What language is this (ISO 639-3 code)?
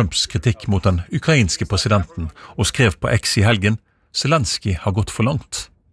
nor